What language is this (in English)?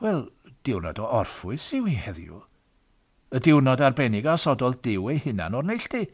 Welsh